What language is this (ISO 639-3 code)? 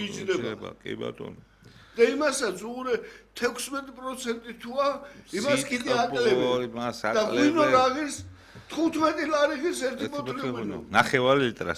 kat